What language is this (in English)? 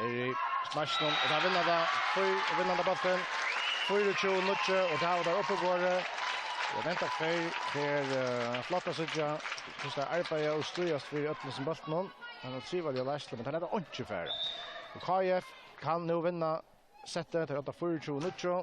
Faroese